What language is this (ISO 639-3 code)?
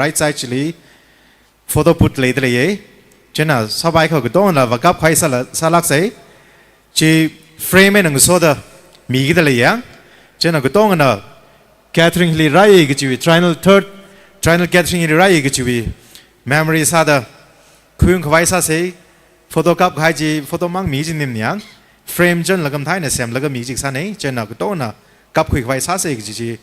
nmf